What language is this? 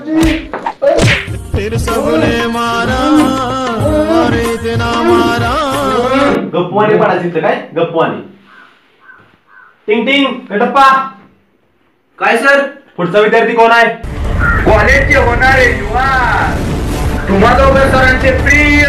Marathi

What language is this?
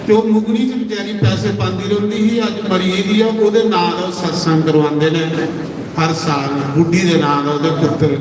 Dogri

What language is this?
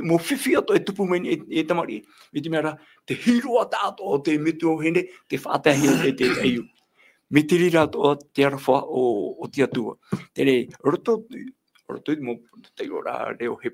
Tahitian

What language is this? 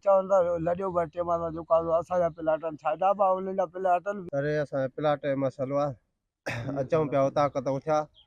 Sindhi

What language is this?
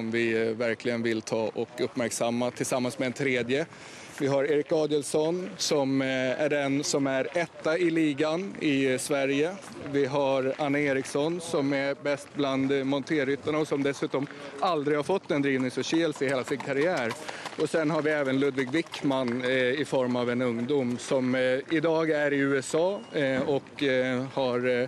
Swedish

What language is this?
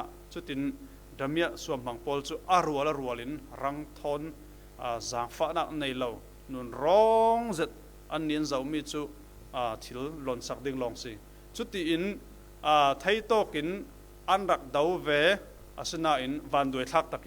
Falam Chin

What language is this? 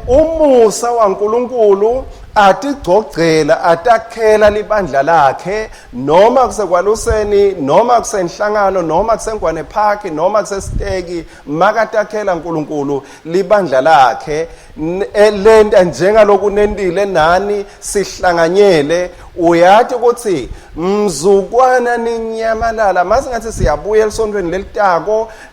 Swati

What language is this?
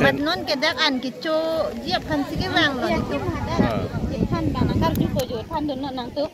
Karbi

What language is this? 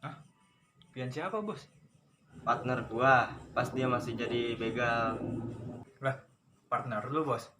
Betawi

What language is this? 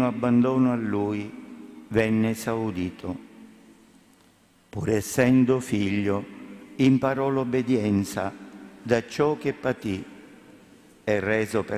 Italian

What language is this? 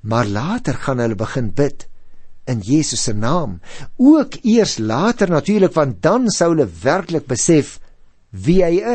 Afrikaans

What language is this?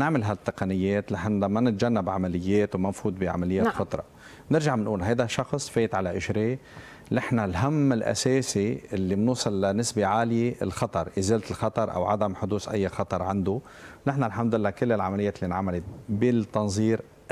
North Levantine Arabic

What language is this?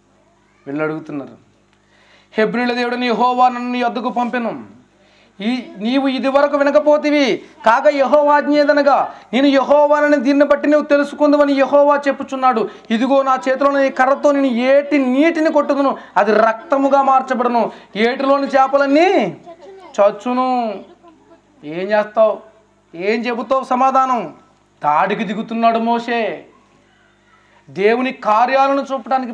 Telugu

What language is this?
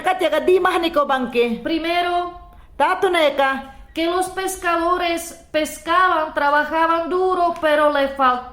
Mayangna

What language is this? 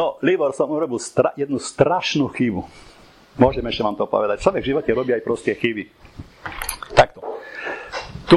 Slovak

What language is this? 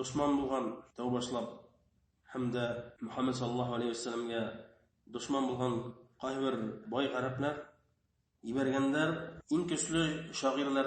Bashkir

